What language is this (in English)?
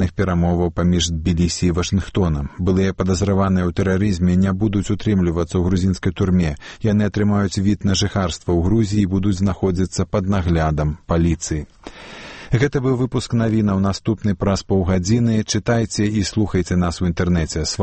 Belarusian